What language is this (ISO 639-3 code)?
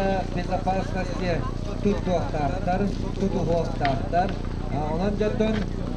sah